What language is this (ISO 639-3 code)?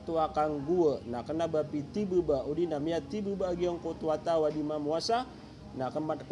mrw